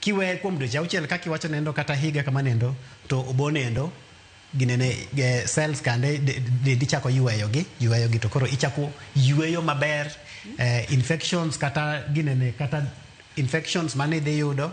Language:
Luo (Kenya and Tanzania)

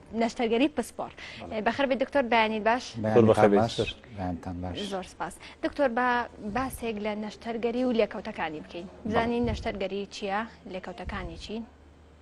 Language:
Central Kurdish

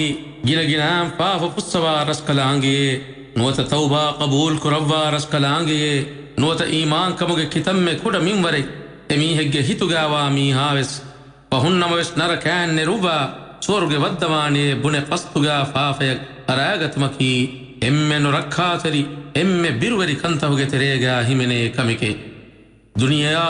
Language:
Divehi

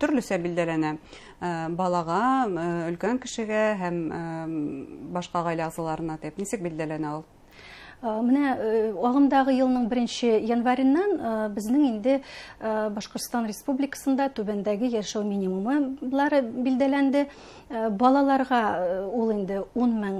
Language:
Bashkir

